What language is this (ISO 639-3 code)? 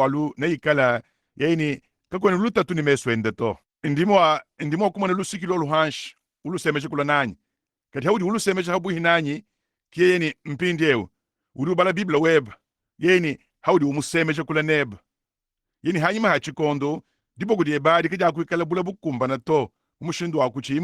lua